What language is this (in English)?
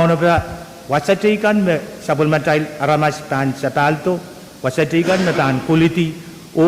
Pohnpeian